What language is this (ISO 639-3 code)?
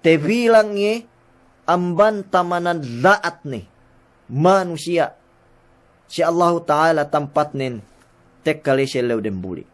yka